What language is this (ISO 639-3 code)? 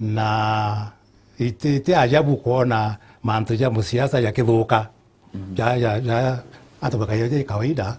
mer